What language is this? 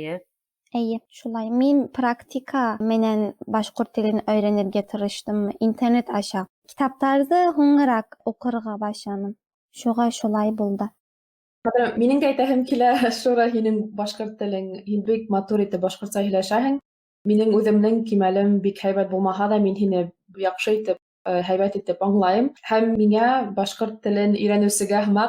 Bashkir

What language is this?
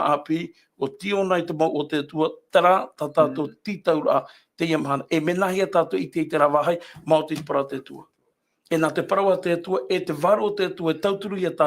Tahitian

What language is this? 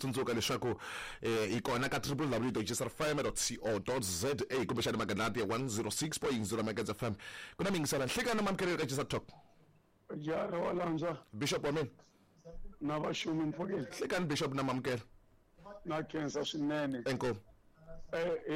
Tsonga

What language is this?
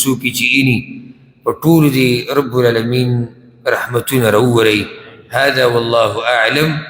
Pashto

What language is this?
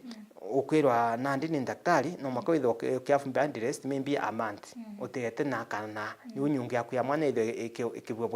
Meru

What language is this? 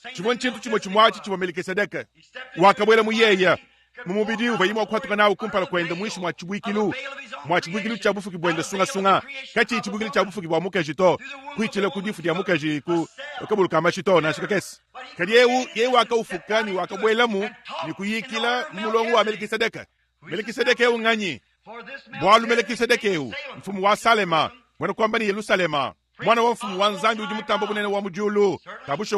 Luba-Lulua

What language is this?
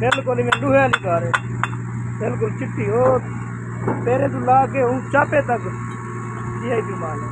Saraiki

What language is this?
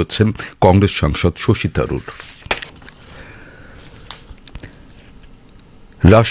Bangla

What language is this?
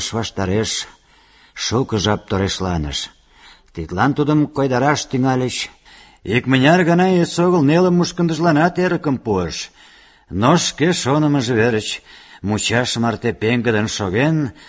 Mari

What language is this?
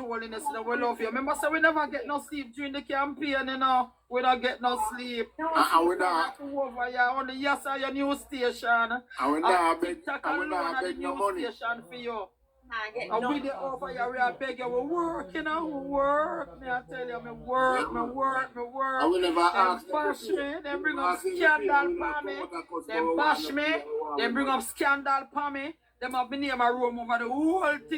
Jamaican Creole English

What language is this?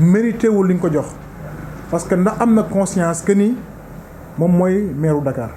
Wolof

